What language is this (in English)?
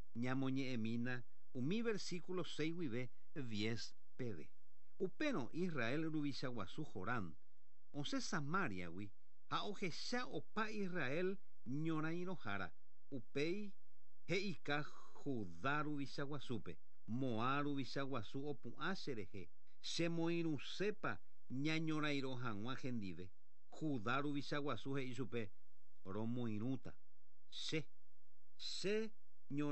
Guarani